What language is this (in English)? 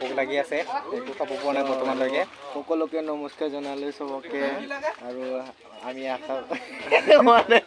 Assamese